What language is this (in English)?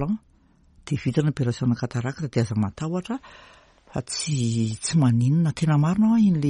Malagasy